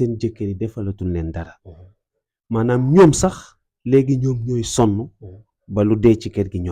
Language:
Wolof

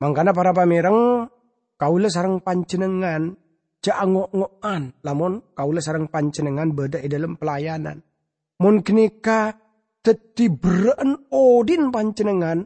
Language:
Madurese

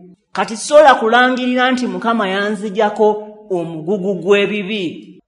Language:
Ganda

